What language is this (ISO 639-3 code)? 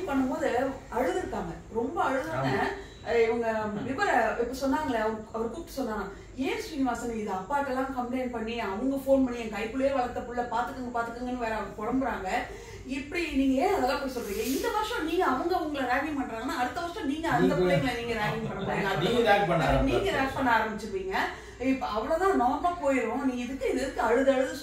tam